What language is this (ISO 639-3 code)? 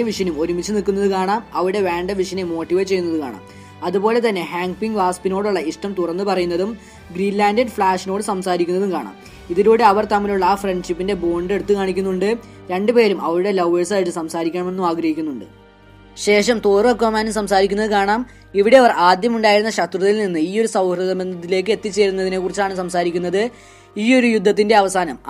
mal